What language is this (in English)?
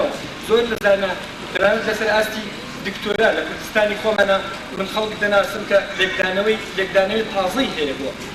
Central Kurdish